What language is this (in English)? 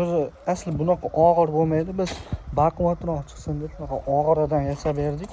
Uzbek